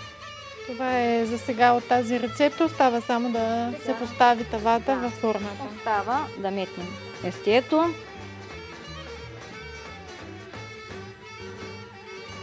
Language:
Bulgarian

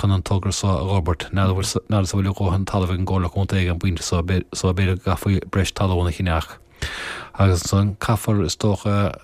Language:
Irish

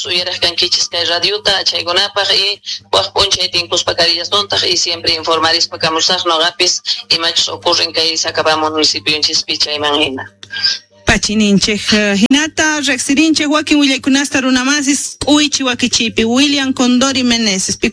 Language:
Quechua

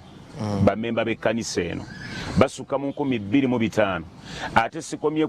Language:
Ganda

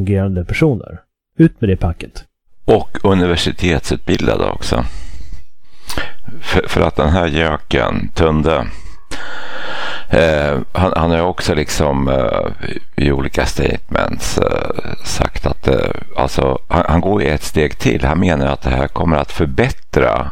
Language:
Swedish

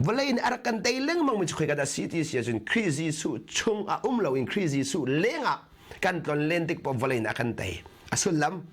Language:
Hakha Chin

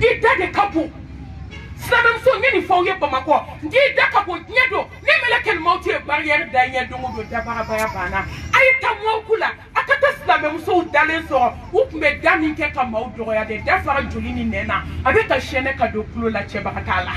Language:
Bambara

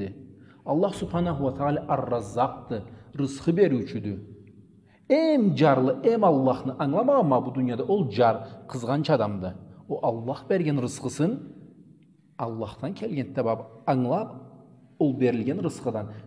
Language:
Karachay-Balkar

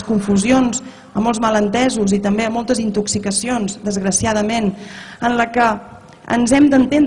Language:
Catalan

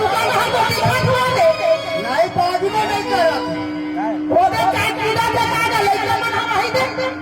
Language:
Chhattisgarhi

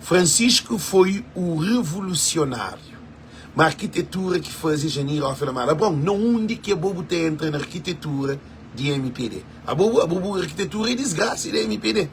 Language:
Kabuverdianu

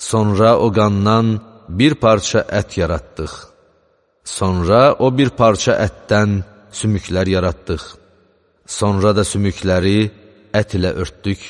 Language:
Azerbaijani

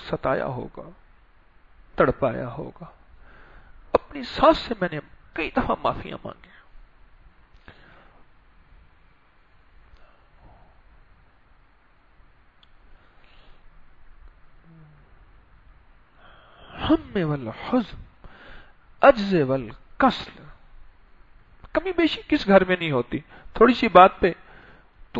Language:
Urdu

